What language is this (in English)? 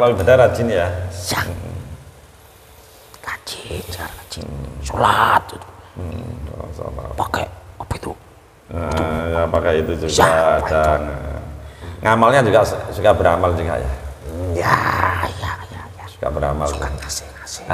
Indonesian